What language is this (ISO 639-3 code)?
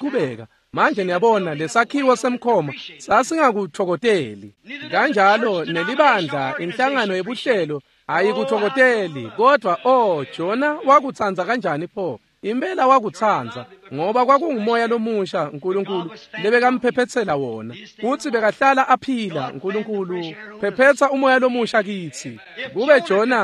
ssw